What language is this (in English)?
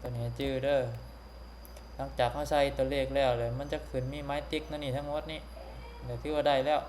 Lao